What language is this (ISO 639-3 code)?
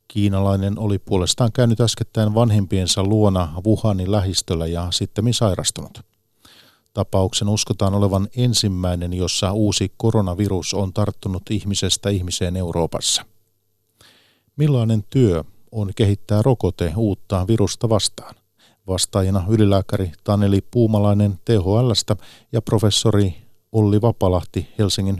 fin